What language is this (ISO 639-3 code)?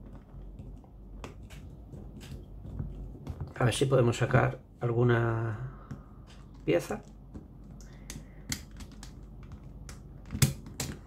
spa